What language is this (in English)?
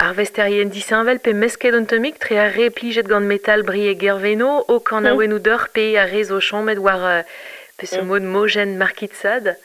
Breton